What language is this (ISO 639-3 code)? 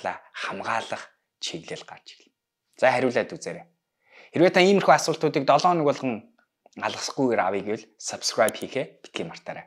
mon